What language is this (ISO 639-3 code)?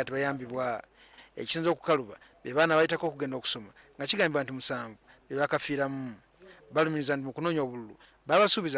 lug